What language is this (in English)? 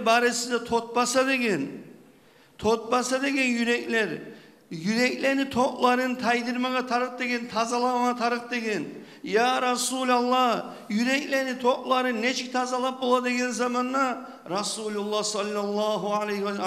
Kumyk